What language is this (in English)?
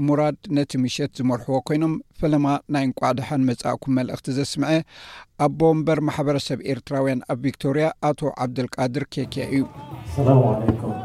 Tigrinya